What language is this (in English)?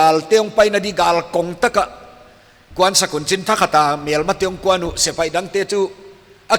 Paite Chin